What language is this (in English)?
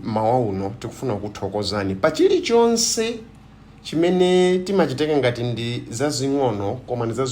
Nyanja